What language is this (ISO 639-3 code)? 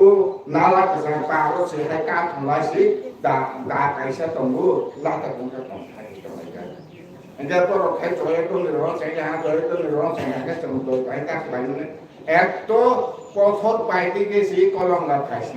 trp